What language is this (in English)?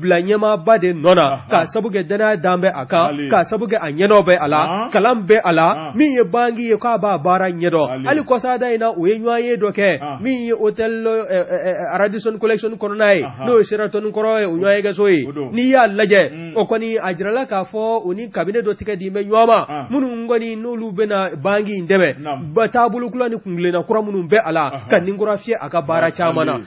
Bambara